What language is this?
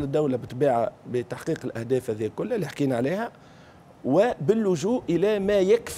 Tunisian Arabic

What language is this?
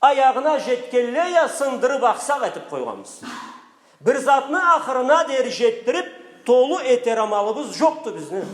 Karachay-Balkar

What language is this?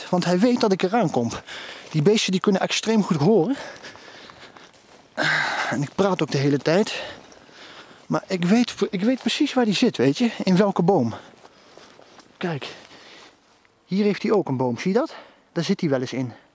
Dutch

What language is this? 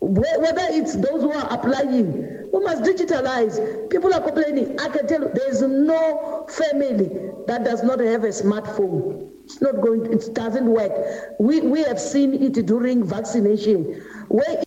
Northern Sotho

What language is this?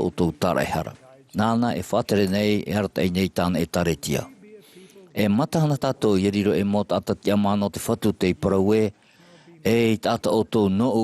Tahitian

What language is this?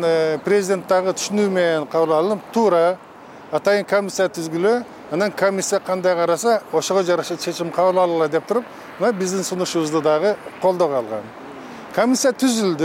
Kyrgyz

